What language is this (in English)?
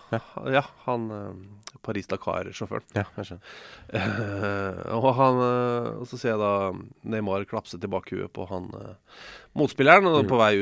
Norwegian